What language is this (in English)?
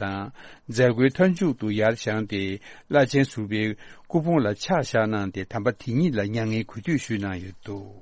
Tibetan